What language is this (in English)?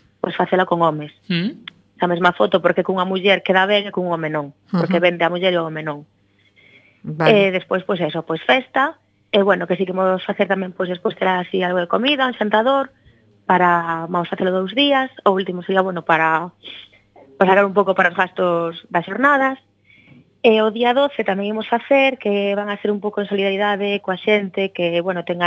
Galician